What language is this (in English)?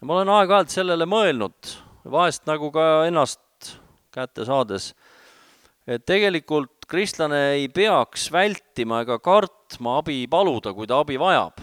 Estonian